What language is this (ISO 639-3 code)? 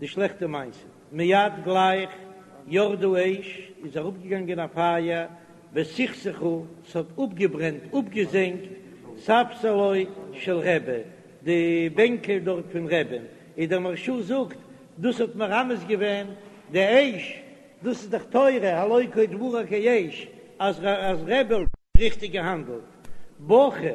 yid